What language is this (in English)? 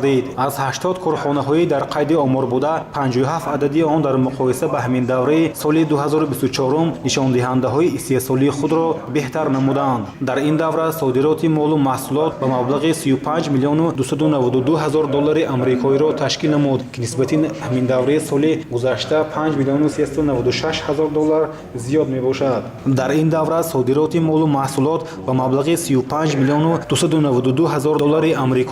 Tajik